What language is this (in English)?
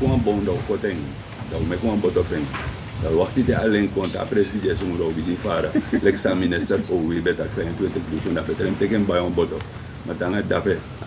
Sranan Tongo